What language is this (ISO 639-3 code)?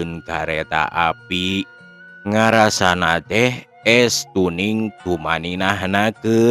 sun